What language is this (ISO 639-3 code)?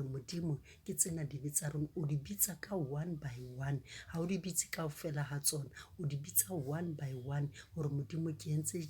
sot